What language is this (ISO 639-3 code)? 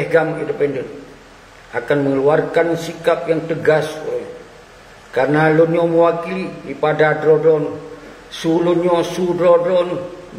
ace